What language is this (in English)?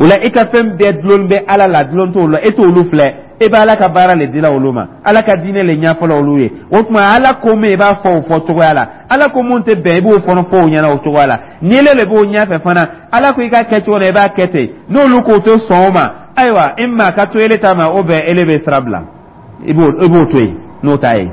Dyula